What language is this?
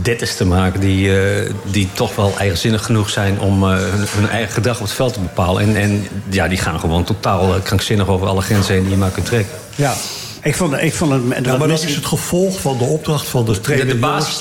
Dutch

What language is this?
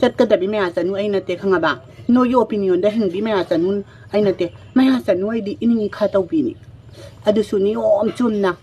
Manipuri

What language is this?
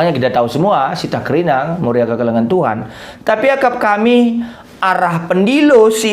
Batak Karo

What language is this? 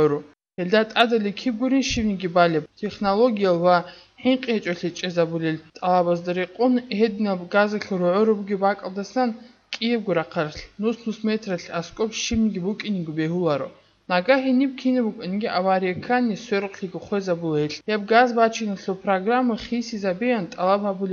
Avaric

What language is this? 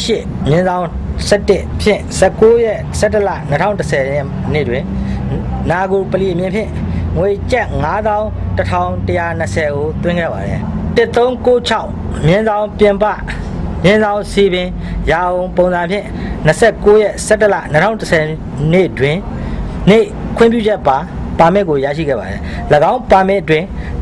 Burmese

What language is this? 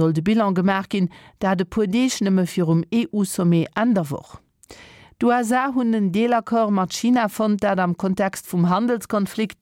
Luxembourgish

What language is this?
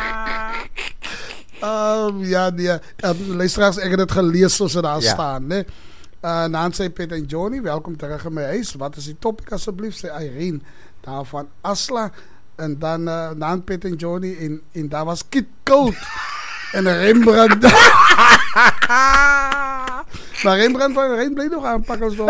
Afrikaans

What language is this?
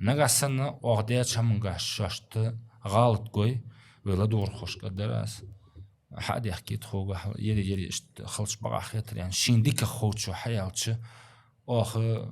Ingush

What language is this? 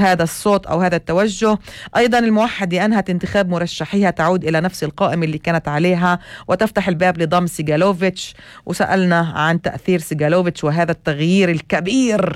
North Levantine Arabic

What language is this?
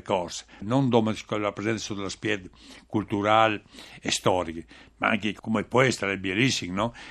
Friulian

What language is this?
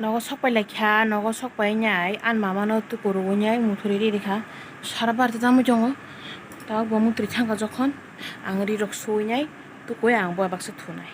Kok Borok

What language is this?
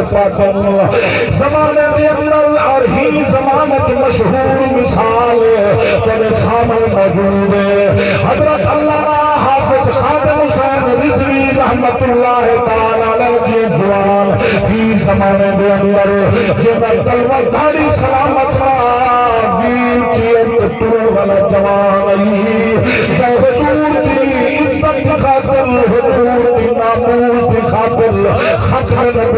Saraiki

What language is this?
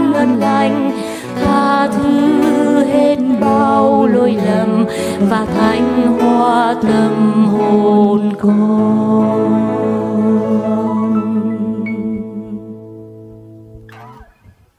Vietnamese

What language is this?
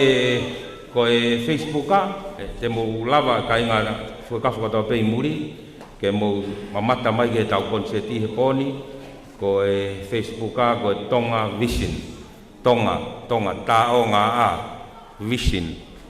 Tongan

